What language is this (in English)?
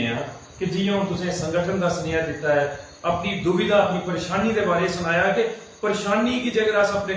Dogri